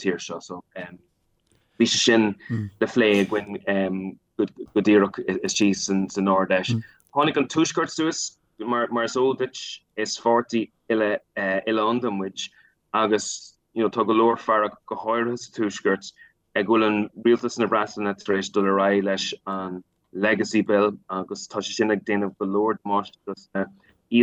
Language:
Irish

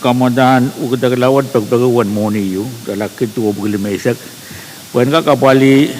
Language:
Pohnpeian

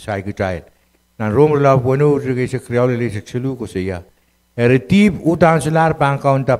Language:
Pohnpeian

